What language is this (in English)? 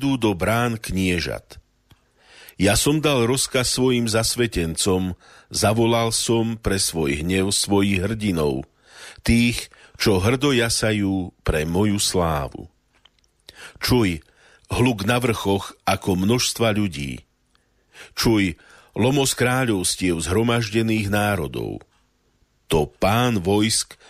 Slovak